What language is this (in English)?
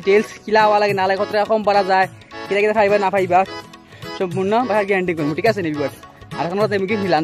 Sylheti